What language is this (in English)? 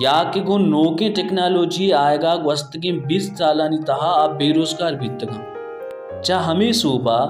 Baluchi